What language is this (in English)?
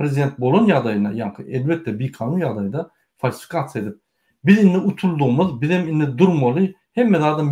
Turkmen